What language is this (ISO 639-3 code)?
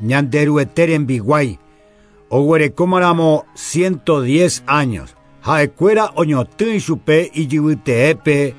grn